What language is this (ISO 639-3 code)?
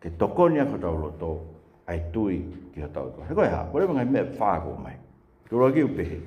ton